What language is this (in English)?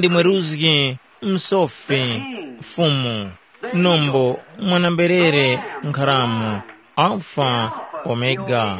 Tumbuka